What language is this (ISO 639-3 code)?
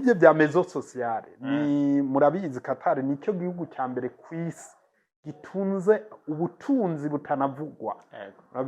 run